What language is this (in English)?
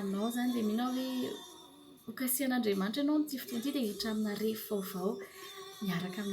Malagasy